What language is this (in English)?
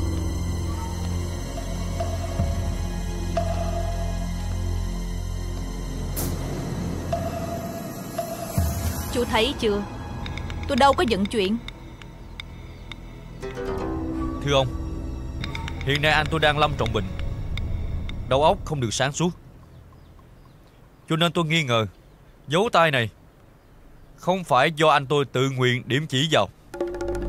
Vietnamese